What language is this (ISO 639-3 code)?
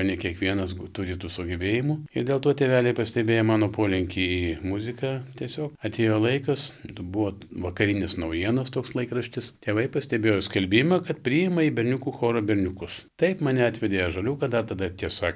lit